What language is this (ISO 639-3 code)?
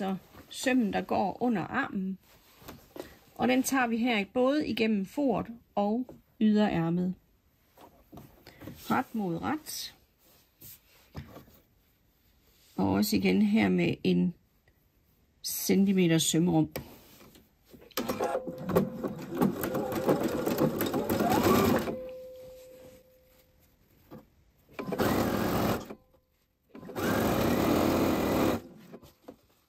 dan